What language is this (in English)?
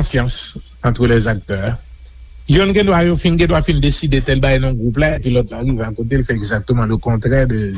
Haitian Creole